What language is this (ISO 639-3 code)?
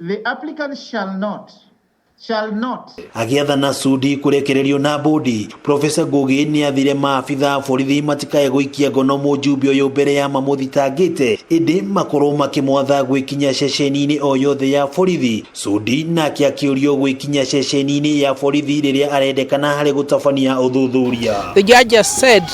kik